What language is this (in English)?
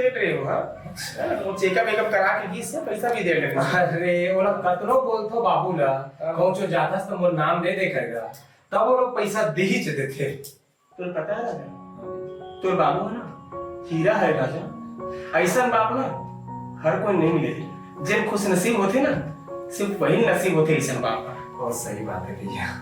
Chhattisgarhi